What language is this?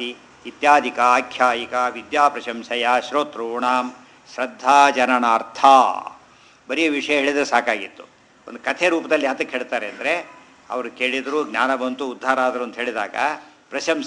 Kannada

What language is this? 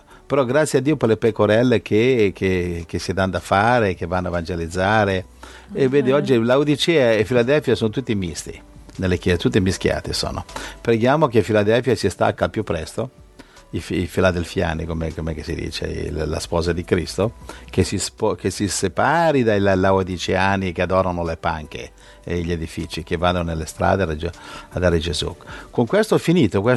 Italian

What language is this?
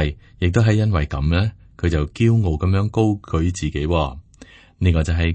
Cantonese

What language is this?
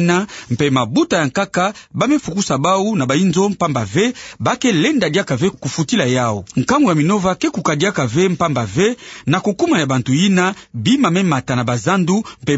Kituba (Democratic Republic of Congo)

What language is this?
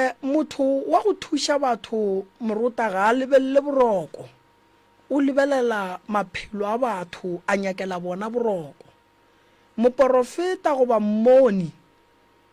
Northern Sotho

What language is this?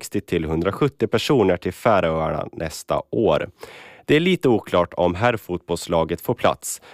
Swedish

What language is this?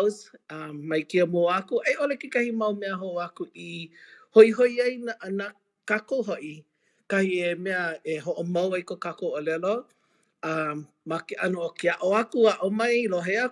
Hawaiian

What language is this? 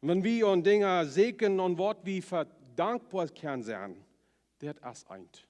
Plautdietsch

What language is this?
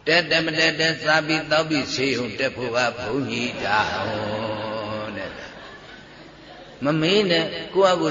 Burmese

